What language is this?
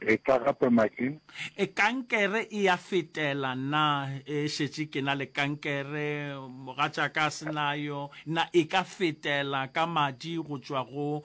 Northern Sotho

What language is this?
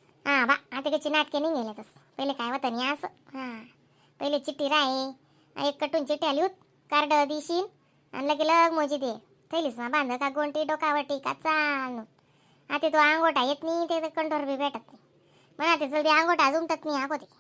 Khandesi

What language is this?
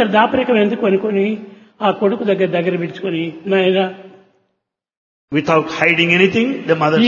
Telugu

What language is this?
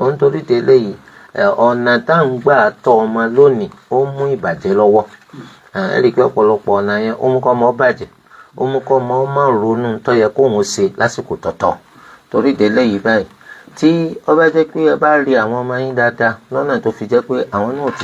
Yoruba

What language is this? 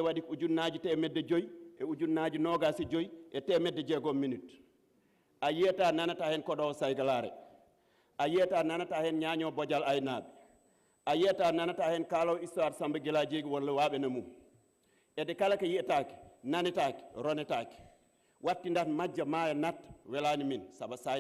Fula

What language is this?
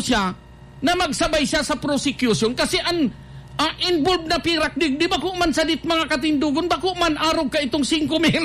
Bikol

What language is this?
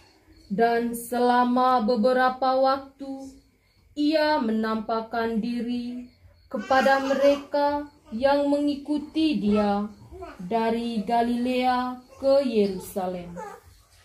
Indonesian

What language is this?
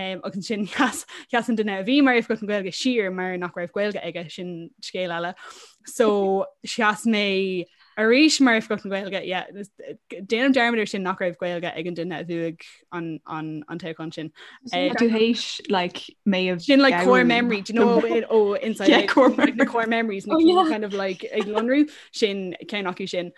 Irish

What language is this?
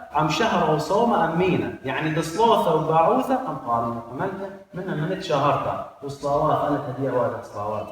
Assyrian Neo-Aramaic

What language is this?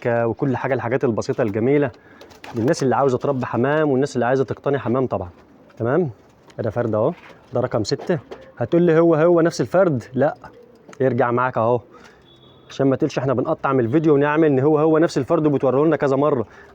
Egyptian Arabic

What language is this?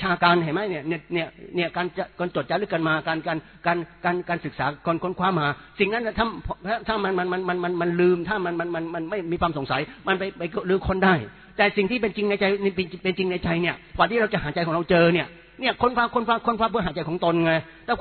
Thai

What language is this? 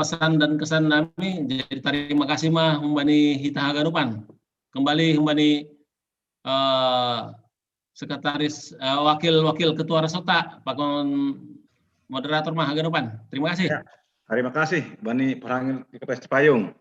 Batak Simalungun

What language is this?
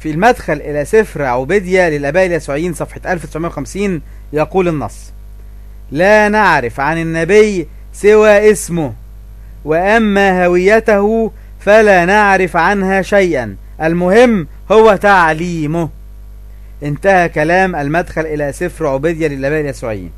Egyptian Arabic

